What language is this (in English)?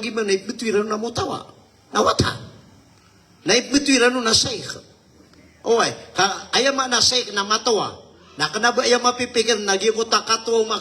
Maranao